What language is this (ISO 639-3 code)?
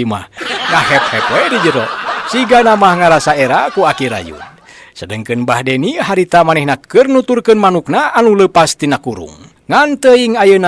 sun